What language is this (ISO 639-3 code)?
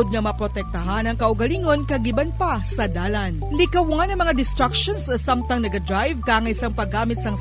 hil